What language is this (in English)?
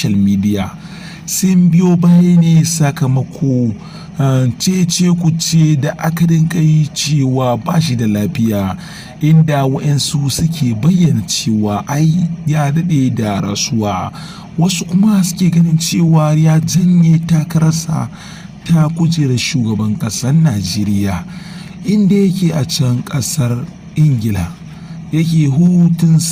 Hausa